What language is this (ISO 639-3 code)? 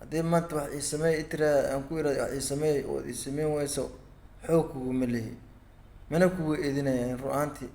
som